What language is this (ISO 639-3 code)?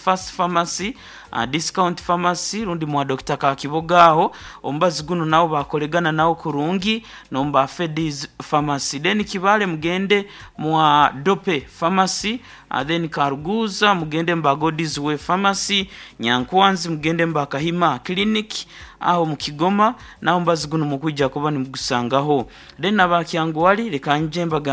nyn